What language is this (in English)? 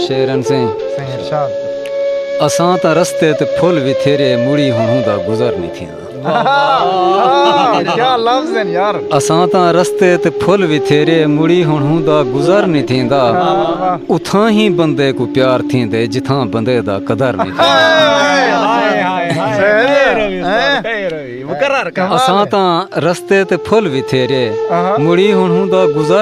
Saraiki